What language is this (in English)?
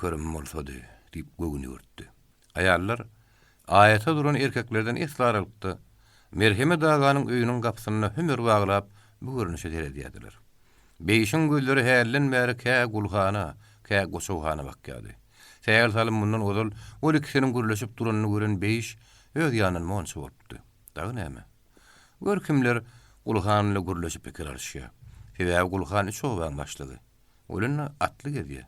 Turkmen